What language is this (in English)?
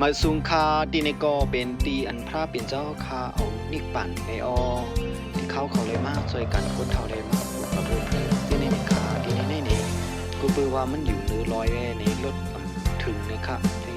Shan